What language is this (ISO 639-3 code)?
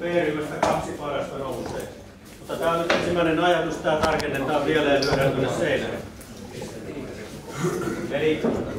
fin